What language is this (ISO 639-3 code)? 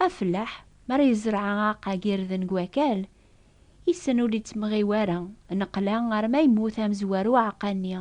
kab